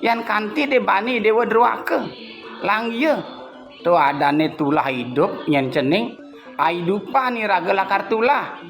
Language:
Balinese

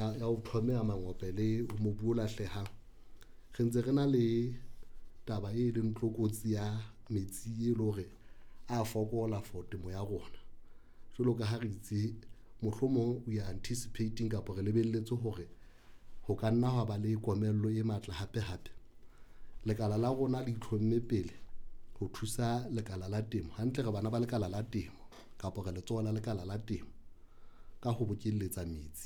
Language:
Southern Sotho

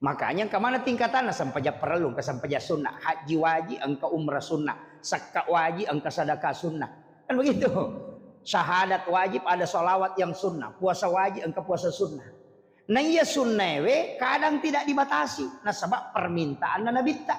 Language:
Buginese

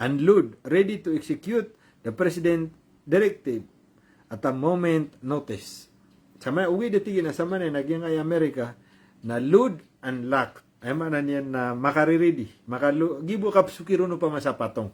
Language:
Maranao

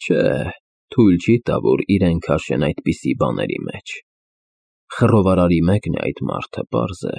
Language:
Armenian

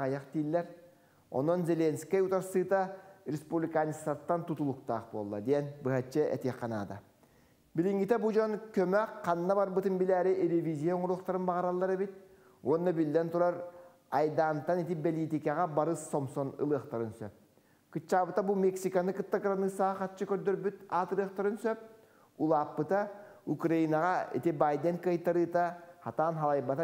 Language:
Yakut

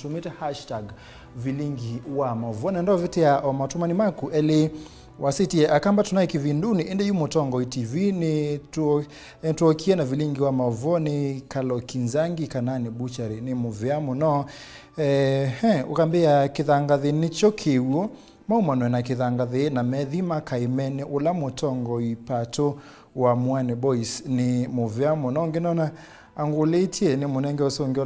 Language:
Kamba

